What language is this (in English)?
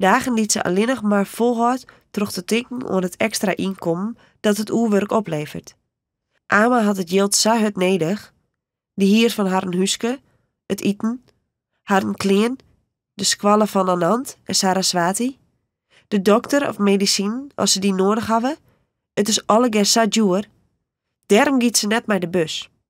Western Frisian